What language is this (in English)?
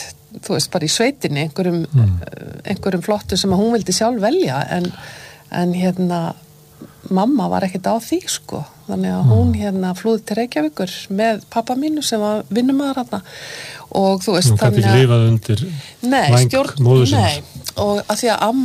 Icelandic